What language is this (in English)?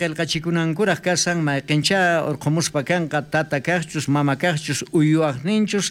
South Bolivian Quechua